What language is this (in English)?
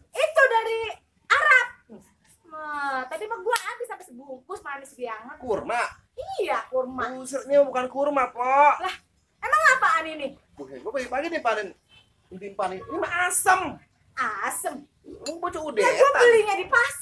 Betawi